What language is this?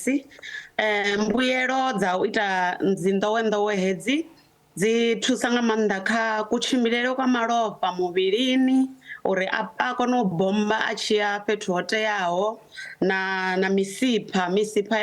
Venda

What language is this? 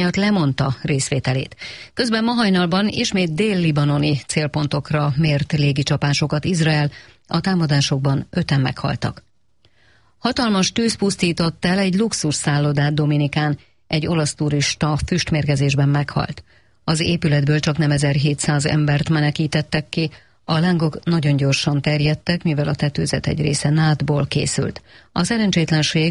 Hungarian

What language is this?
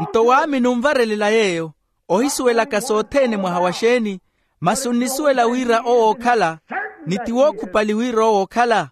Makhuwa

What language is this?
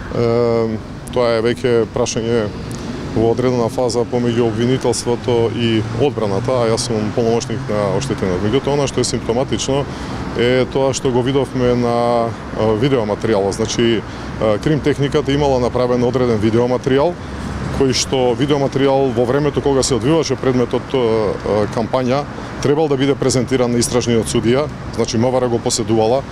Macedonian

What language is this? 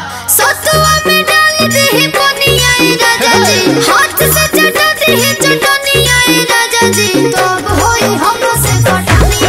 Bhojpuri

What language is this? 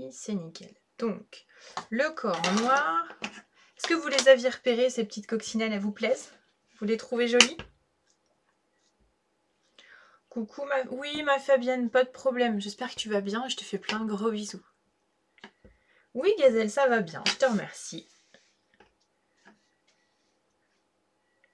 French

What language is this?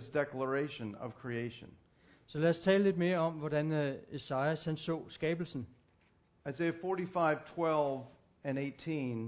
Danish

